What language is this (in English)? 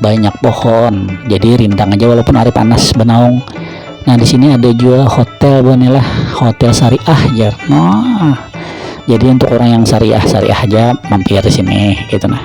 Banjar